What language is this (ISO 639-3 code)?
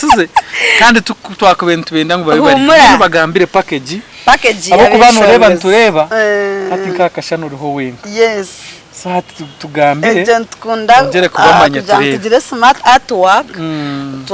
nyn